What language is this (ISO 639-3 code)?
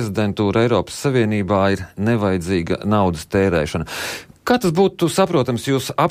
lav